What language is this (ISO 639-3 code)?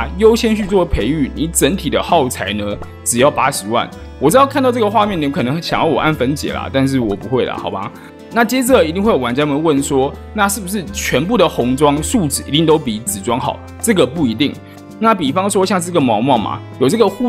zho